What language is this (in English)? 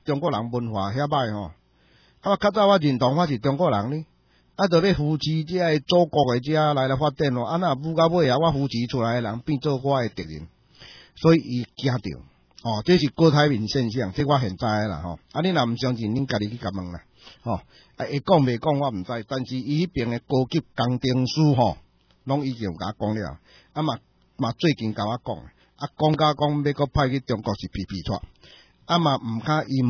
Min Nan Chinese